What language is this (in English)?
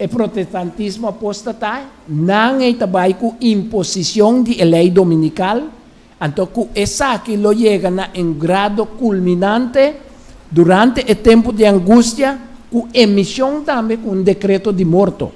Papiamento